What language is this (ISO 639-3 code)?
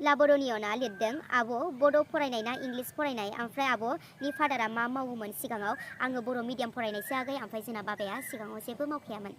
brx